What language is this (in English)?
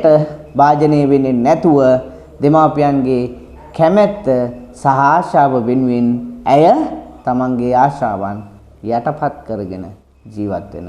Sinhala